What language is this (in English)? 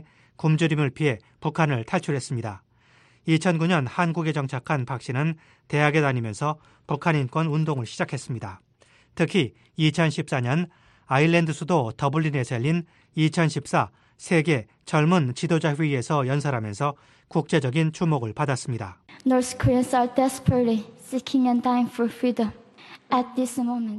Korean